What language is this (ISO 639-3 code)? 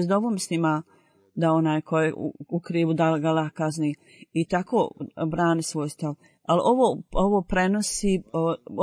bos